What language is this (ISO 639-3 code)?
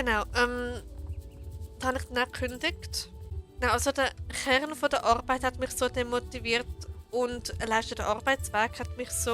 gsw